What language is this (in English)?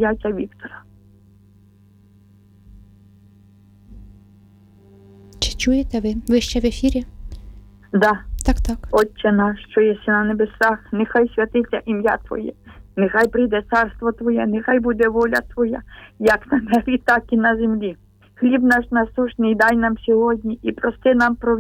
Ukrainian